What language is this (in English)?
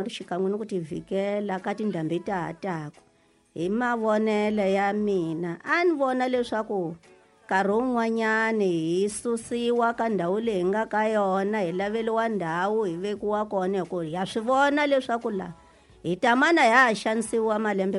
Tsonga